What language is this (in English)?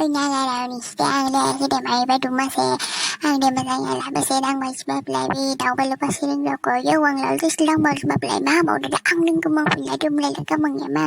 Dimasa